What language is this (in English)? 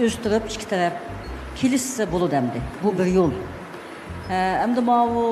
Uyghur